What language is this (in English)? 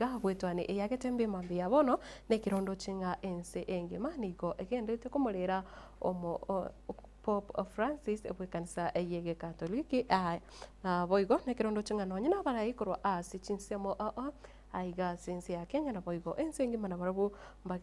Gusii